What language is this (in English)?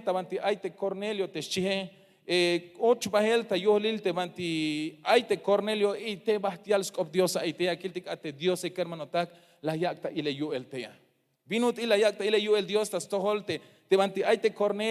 Tzeltal